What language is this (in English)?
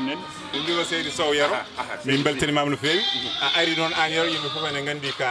Fula